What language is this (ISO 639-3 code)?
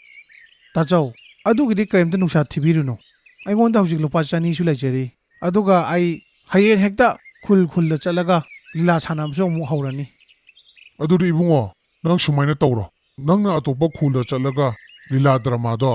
mni